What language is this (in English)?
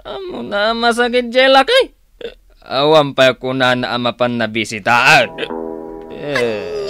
Iloko